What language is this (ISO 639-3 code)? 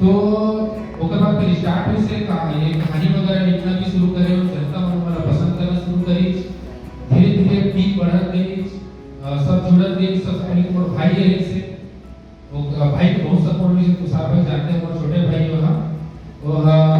hne